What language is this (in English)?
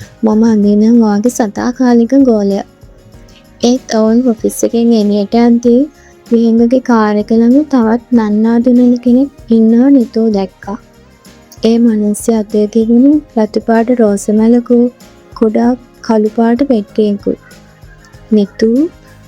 Sinhala